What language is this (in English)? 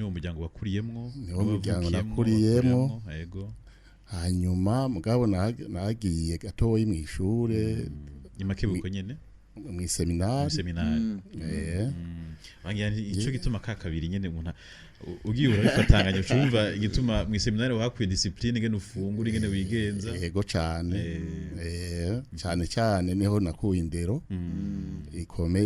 Rundi